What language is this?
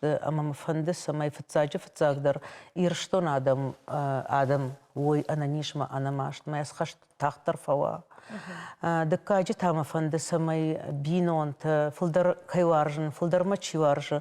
Ossetic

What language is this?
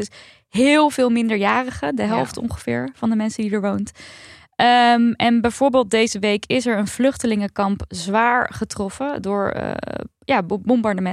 Dutch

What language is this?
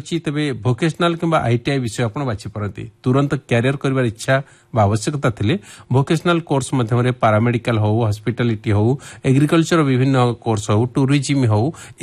Odia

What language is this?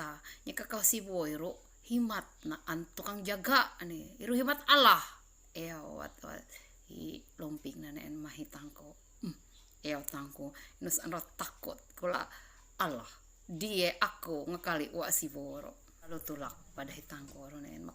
Ma'anyan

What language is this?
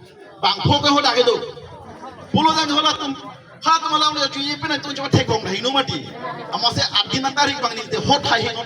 Karbi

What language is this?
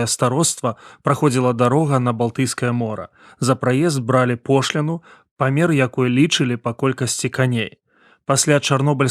Belarusian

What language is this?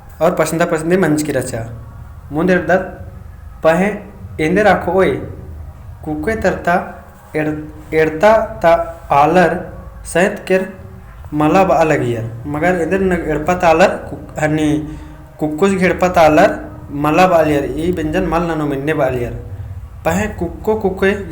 Kurukh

